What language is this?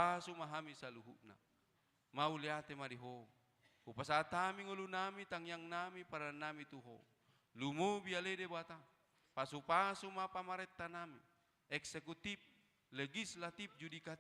Batak Toba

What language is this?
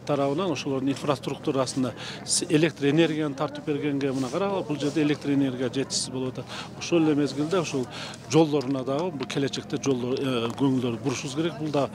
Kyrgyz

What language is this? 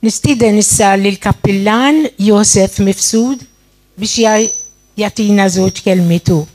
Maltese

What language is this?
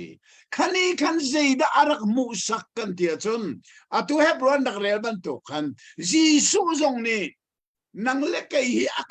Hakha Chin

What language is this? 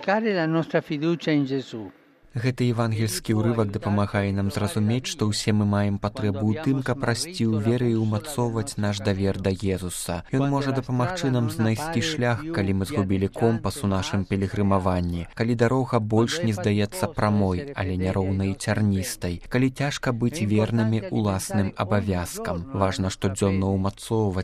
Belarusian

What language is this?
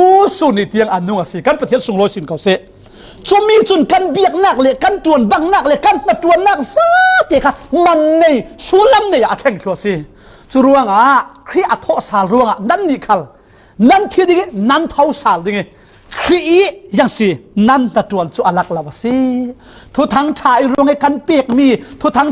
Falam Chin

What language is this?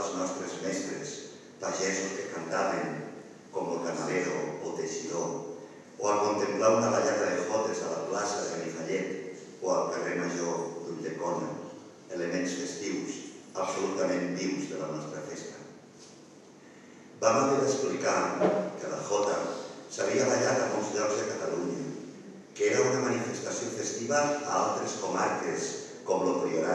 Catalan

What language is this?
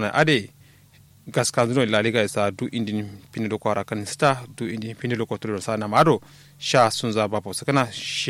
Kanuri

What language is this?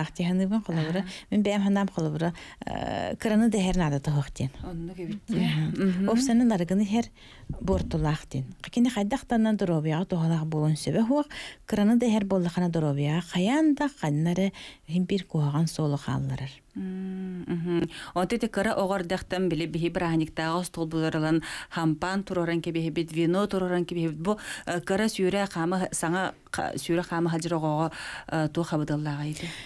Yakut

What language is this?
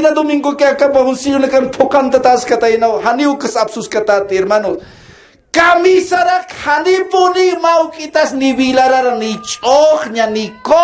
Aymara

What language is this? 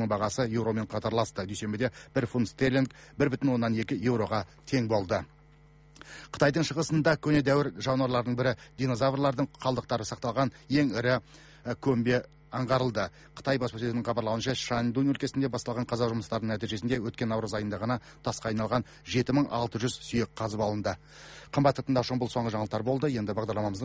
Kazakh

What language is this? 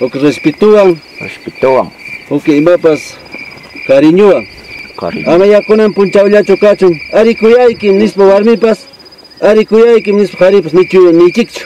Ayacucho Quechua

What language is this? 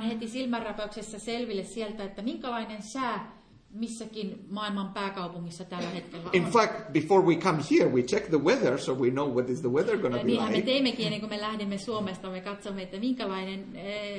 Finnish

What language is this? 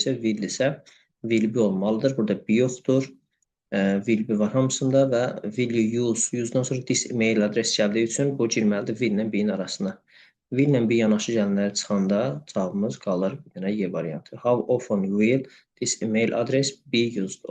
Azerbaijani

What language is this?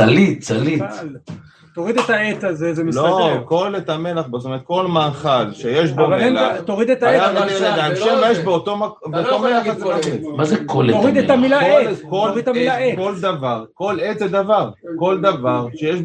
Hebrew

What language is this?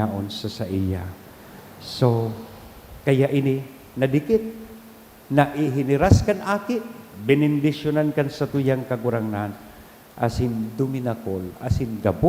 Bikol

